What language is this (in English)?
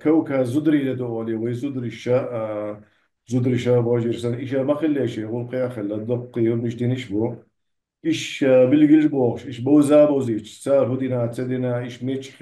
Chechen